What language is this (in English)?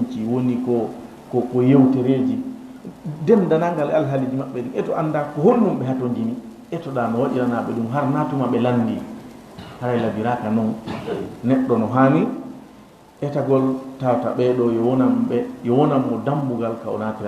Fula